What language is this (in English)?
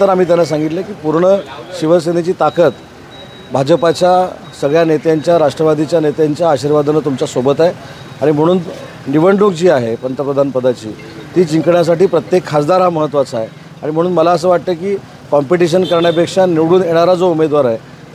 Marathi